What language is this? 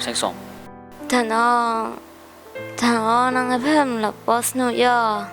Kachin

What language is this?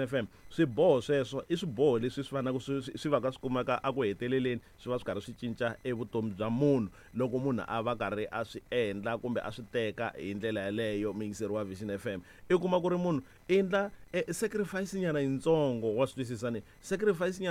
Tsonga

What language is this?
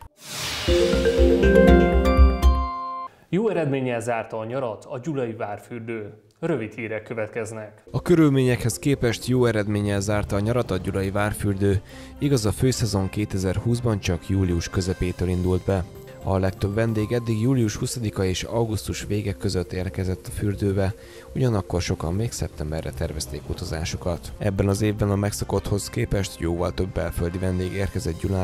Hungarian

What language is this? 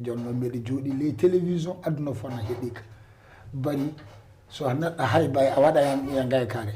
Fula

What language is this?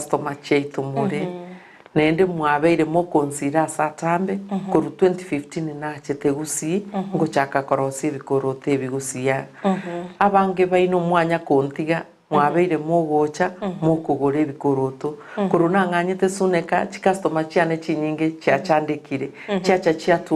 Gusii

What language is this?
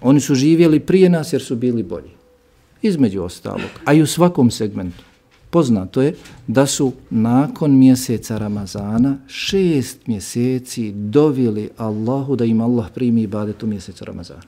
Bosnian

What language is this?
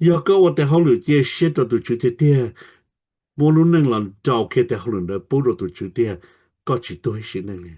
Hmong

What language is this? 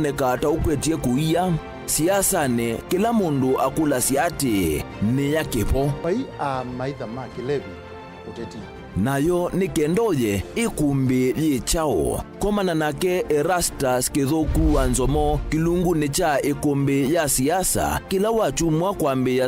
Kamba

